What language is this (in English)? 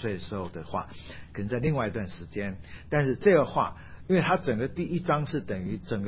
Chinese